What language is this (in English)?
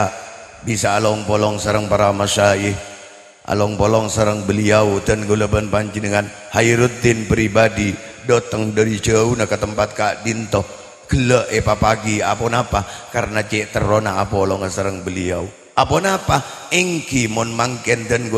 Madurese